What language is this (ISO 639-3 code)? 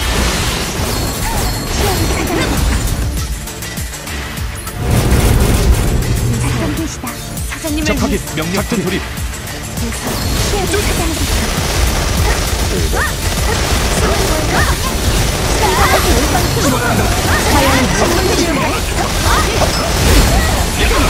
kor